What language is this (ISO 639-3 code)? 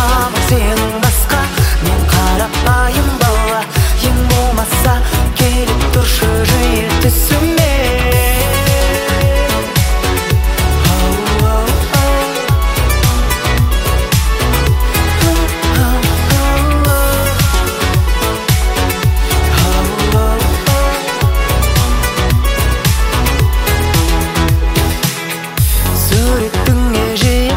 kaz